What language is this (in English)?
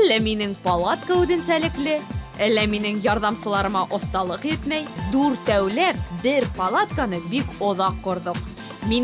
Bashkir